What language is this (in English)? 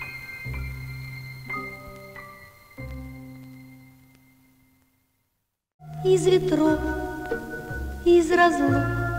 Russian